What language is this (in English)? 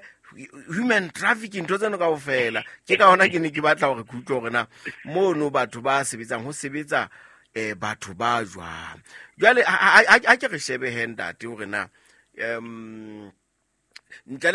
Southern Sotho